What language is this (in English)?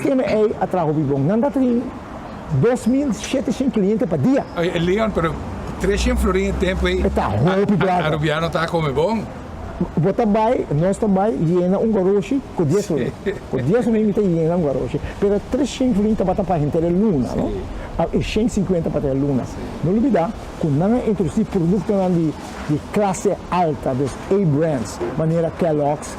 Papiamento